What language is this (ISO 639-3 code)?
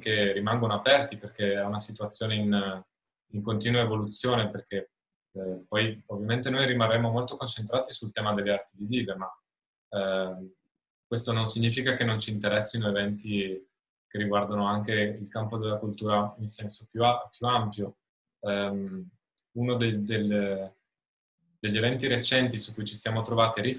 ita